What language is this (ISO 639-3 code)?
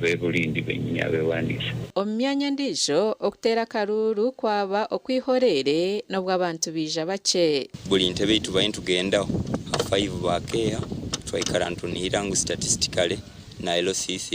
nyn